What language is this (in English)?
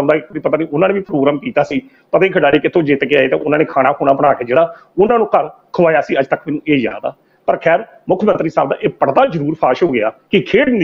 Punjabi